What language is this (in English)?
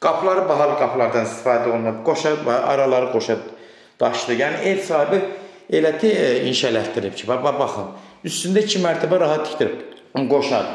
Azerbaijani